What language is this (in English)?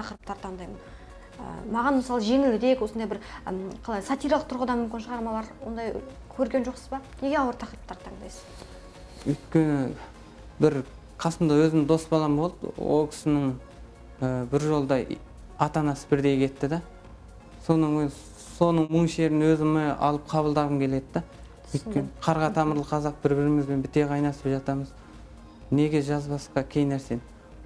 Kazakh